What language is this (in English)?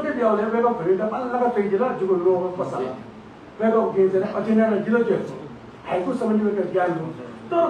Newari